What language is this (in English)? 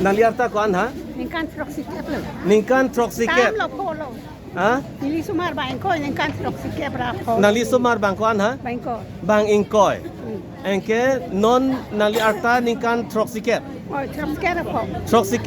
Karbi